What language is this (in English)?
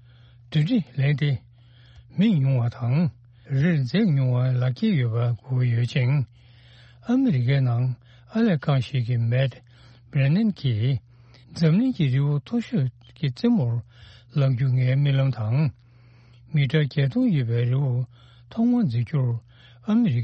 Tibetan